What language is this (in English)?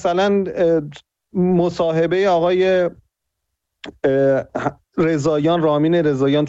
Persian